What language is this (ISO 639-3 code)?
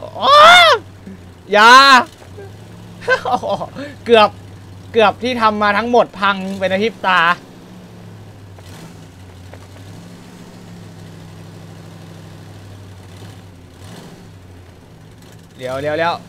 tha